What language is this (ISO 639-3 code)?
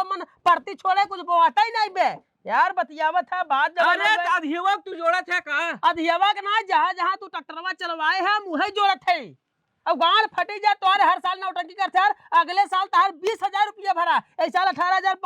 awa